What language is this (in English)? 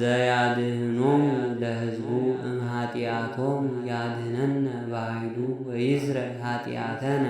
Geez